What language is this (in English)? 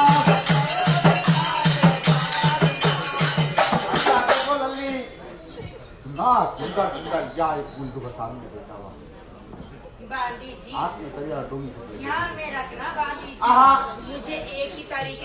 Hindi